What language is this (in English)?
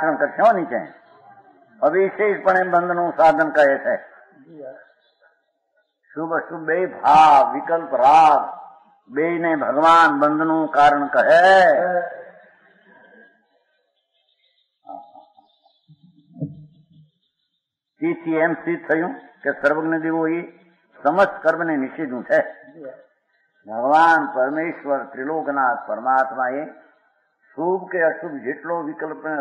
Gujarati